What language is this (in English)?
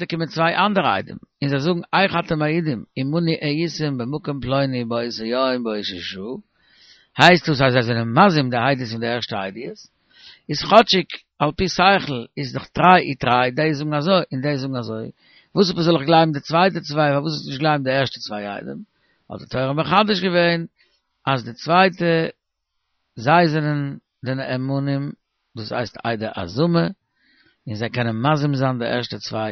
Yiddish